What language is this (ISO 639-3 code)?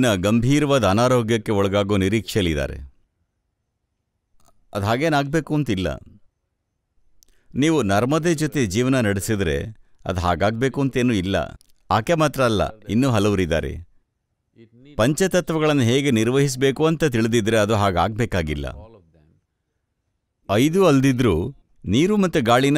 kan